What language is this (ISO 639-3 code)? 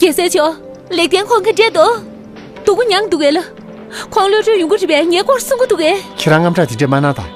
bod